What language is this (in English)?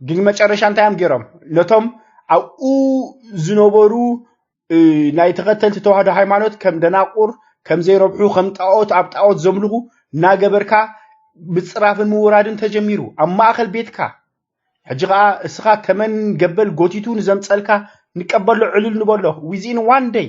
Tigrinya